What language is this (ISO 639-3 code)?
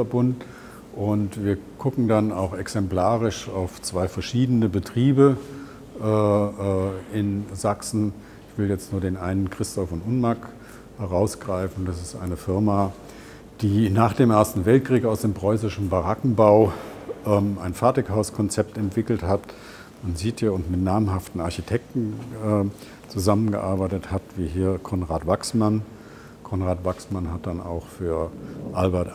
deu